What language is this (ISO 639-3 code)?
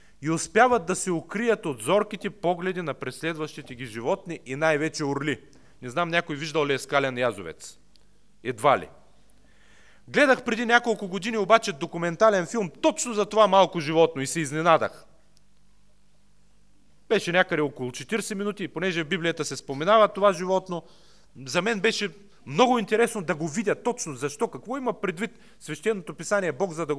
bul